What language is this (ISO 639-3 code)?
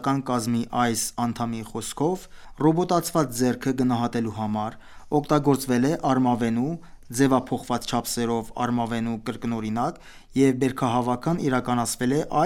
hye